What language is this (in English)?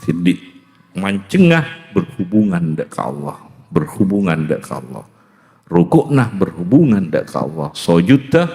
Madurese